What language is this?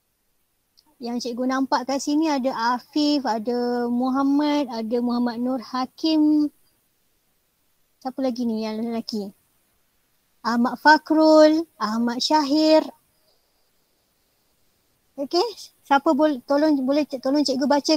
Malay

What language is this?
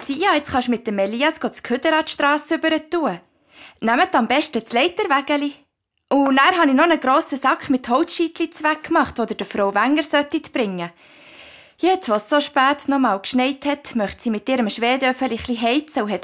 Swiss German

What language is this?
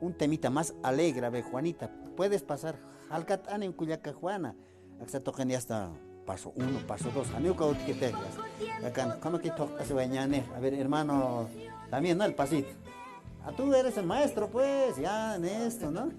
Aymara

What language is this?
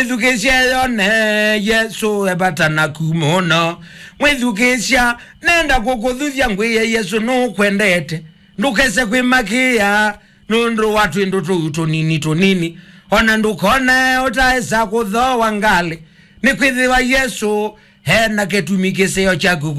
Kamba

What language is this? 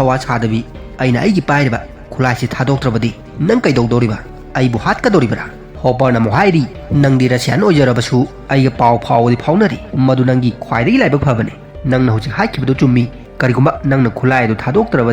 Manipuri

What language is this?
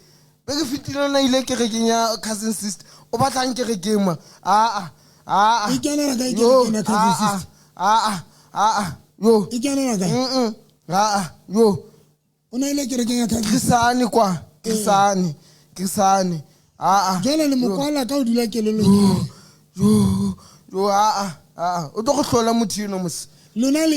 Southern Sotho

